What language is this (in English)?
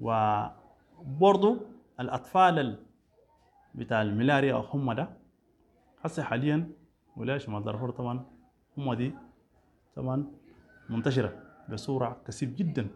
Sudanese Arabic